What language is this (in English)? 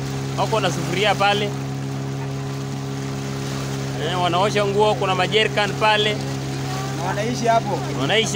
Swahili